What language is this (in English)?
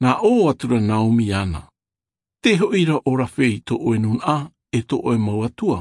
Tahitian